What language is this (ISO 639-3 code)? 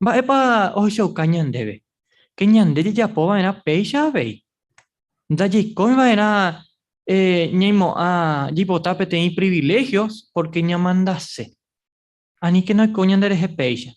grn